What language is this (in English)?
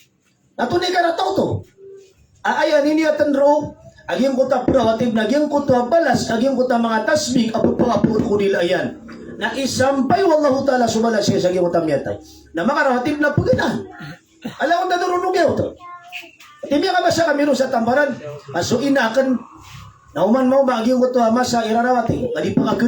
Maranao